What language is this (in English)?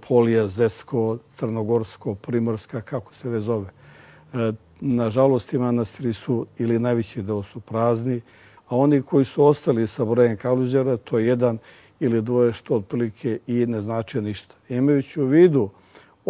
Serbian